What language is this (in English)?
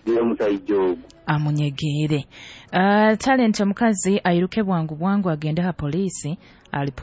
Nyoro